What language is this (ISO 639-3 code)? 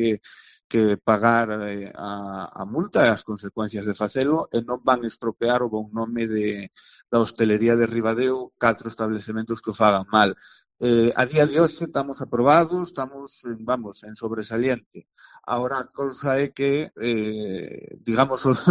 glg